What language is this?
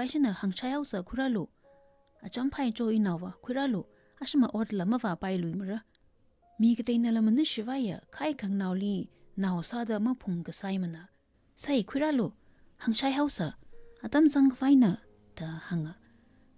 Tangkhul Naga (India)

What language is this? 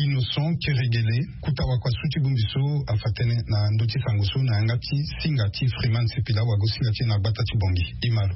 Sango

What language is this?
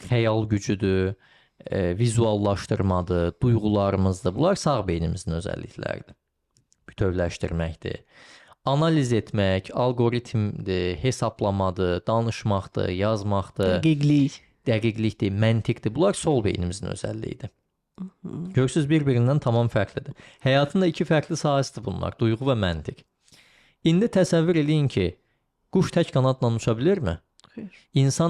Azerbaijani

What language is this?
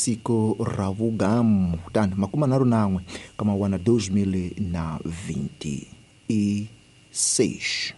Tsonga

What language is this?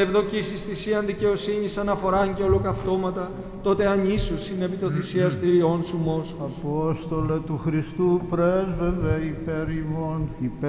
Greek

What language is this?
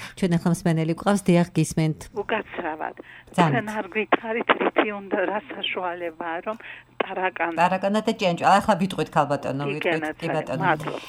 Georgian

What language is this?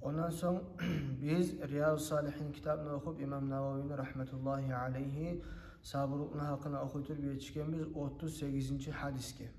Kumyk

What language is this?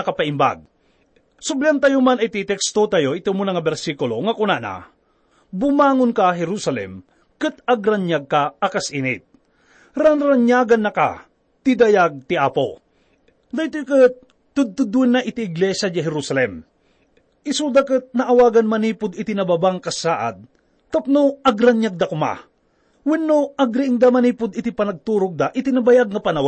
Iloko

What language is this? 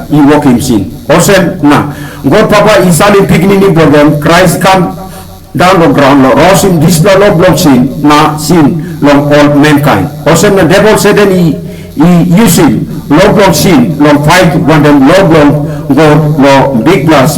Tok Pisin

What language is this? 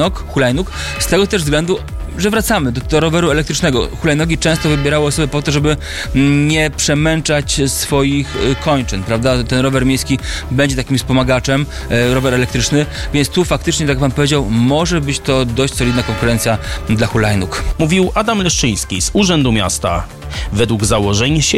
Polish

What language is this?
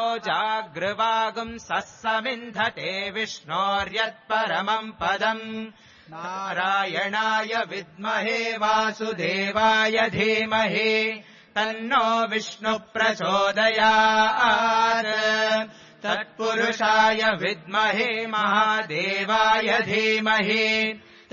Sanskrit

